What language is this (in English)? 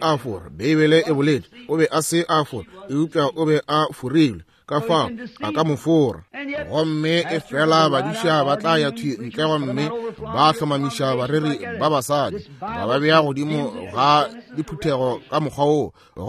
Northern Sotho